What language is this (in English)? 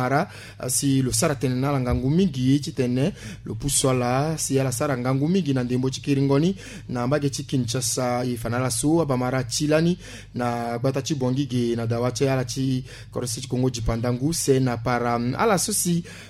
Sango